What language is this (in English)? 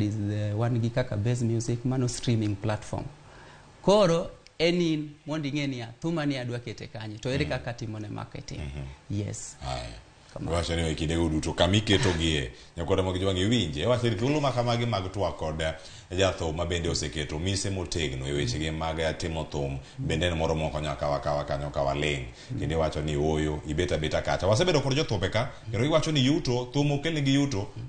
Luo (Kenya and Tanzania)